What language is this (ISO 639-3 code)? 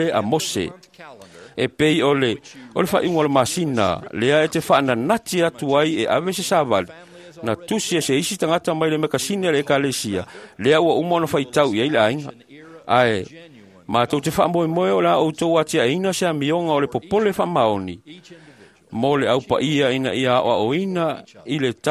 smo